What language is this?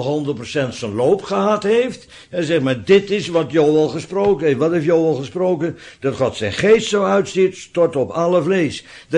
Dutch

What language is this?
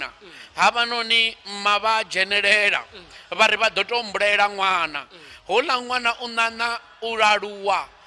Venda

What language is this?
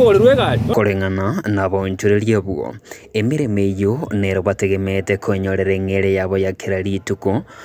Gusii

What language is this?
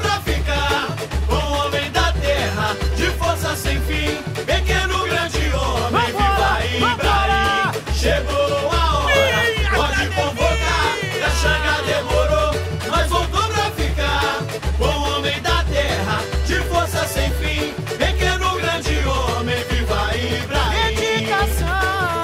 Portuguese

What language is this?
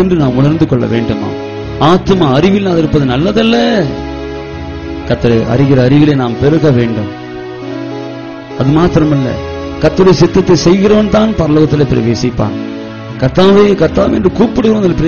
Tamil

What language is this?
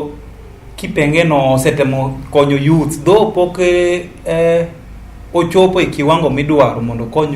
Luo (Kenya and Tanzania)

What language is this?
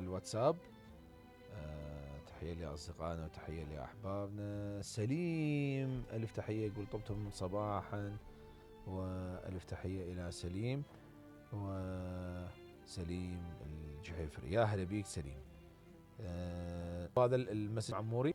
Mesopotamian Arabic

